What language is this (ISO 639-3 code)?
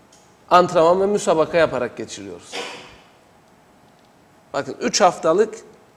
tur